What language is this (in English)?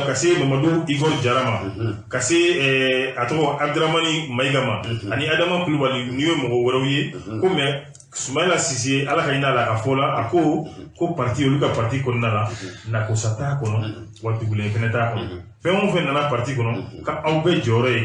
Bambara